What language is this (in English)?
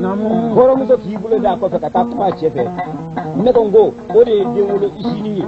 Bambara